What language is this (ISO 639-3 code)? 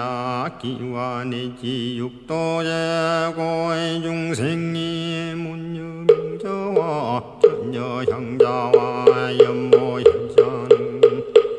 kor